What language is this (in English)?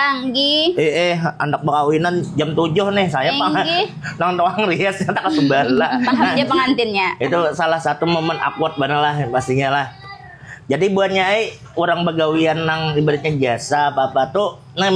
Banjar